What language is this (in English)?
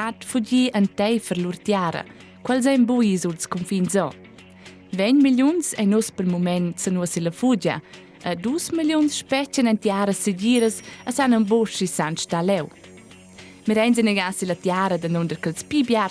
Romansh